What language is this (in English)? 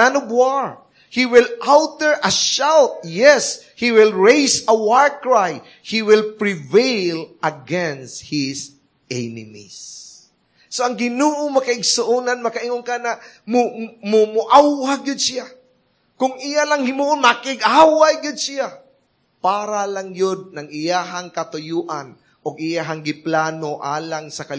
Cebuano